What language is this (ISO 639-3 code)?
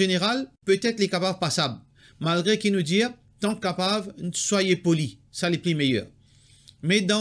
mfe